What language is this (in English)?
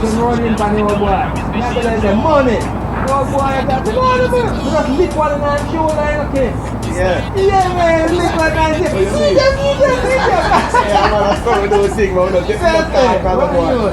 Jamaican Creole English